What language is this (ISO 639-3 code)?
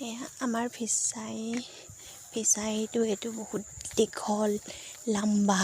asm